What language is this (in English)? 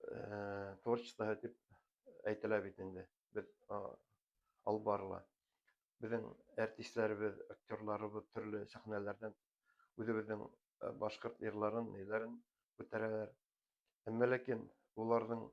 Bashkir